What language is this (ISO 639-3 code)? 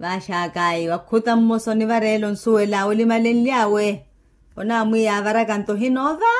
vmw